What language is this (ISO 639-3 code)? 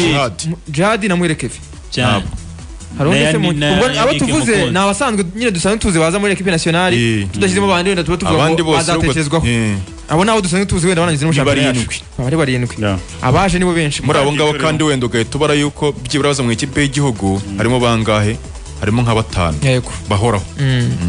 kin